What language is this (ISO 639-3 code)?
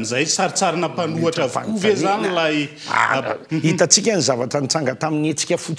mlg